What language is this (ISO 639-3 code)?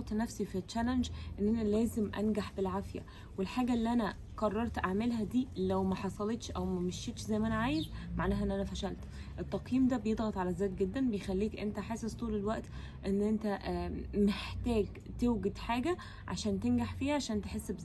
arz